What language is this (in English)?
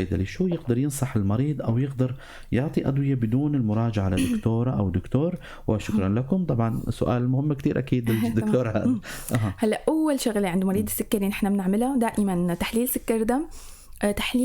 North Levantine Arabic